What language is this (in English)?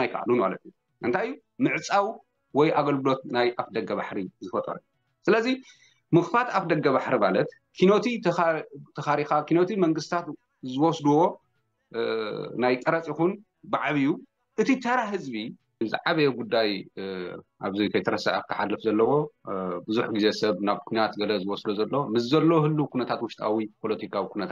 Tigrinya